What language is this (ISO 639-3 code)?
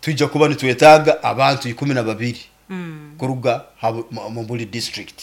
nyo